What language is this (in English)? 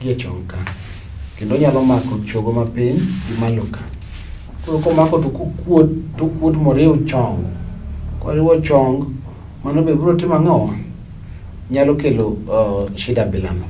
Luo (Kenya and Tanzania)